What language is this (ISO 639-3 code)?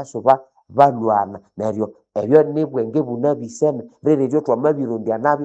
nnb